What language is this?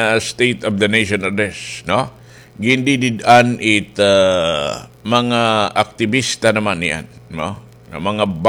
Waray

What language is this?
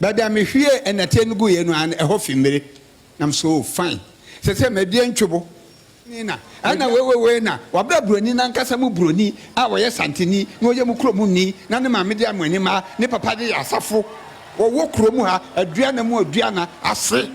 Akan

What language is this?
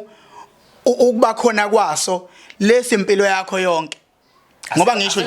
Zulu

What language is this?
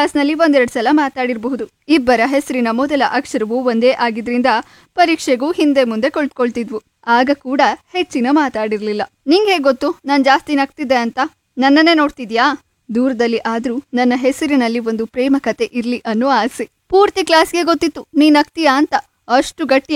Kannada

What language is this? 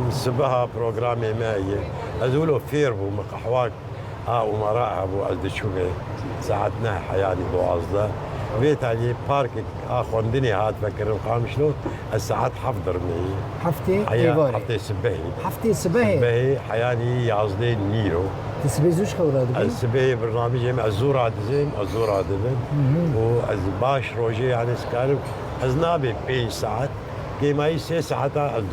Kurdish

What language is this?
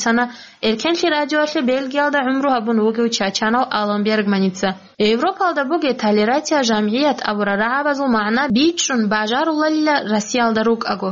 Avaric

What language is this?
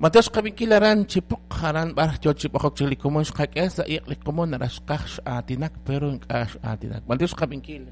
Kekchí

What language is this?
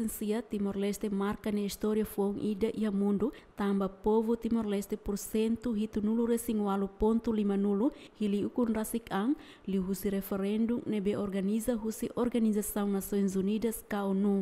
Tetum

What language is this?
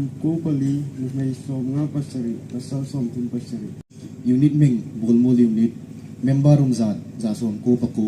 Hmar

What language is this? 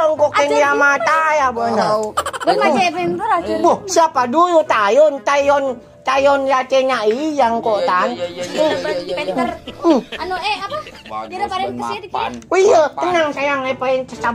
Madurese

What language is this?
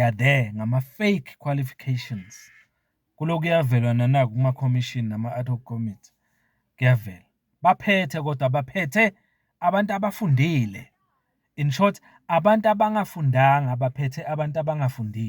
Zulu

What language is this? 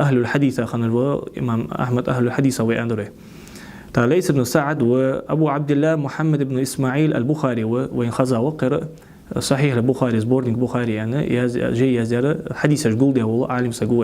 Ingush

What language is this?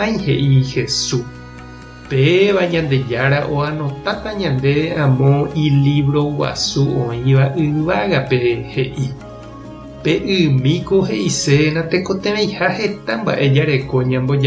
Guarani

